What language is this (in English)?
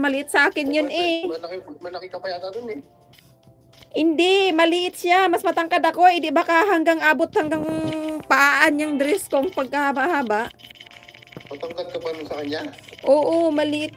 Filipino